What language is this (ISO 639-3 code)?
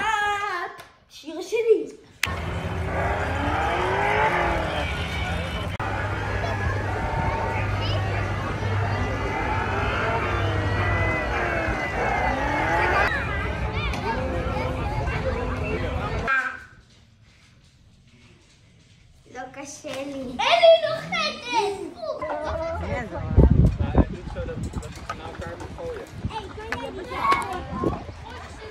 heb